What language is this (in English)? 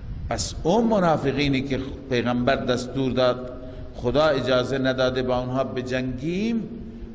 Persian